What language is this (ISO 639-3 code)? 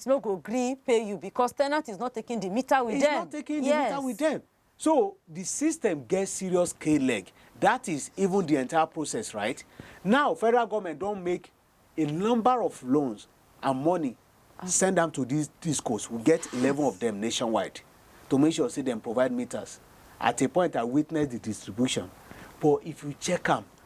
pcm